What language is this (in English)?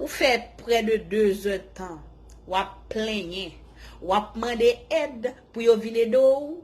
Haitian Creole